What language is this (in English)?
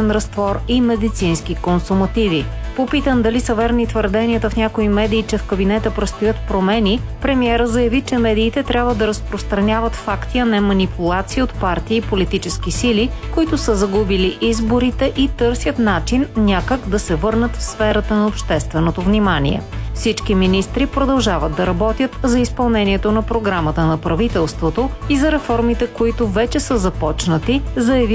Bulgarian